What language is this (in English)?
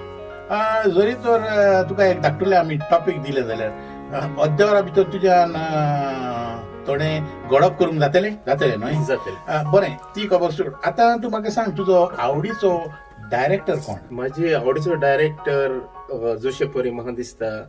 Konkani